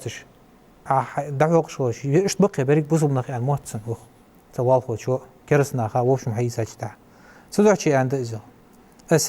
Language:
Ingush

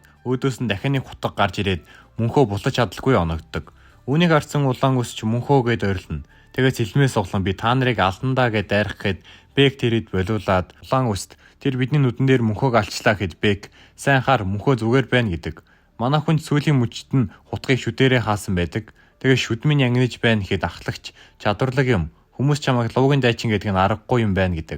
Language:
Mongolian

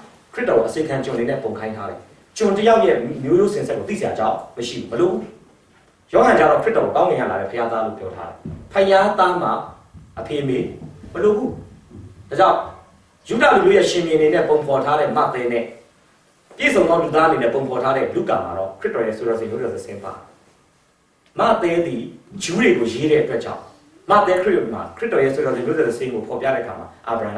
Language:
Burmese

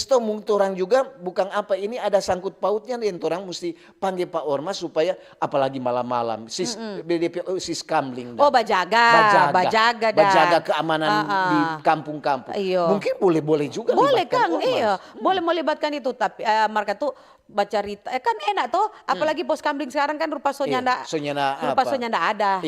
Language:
Manado Malay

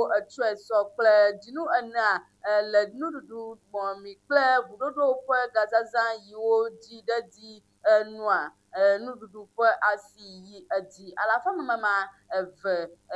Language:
Ewe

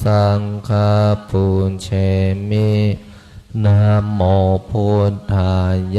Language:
Pali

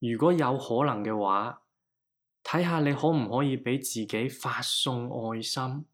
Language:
Cantonese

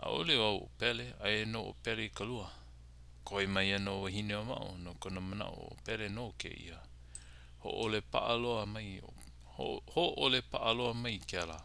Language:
Hawaiian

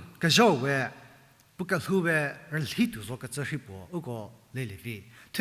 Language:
Angami Naga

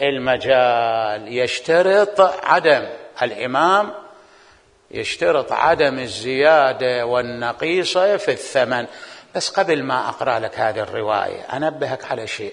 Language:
Mesopotamian Arabic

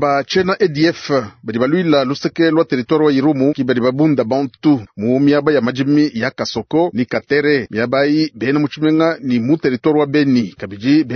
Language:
Luba-Lulua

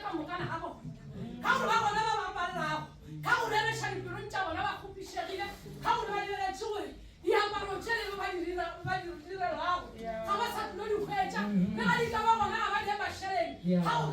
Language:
Northern Sotho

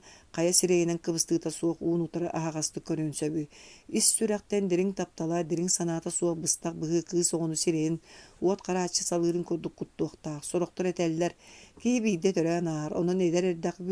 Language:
Yakut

